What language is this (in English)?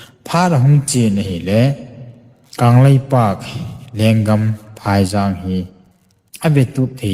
Thado Chin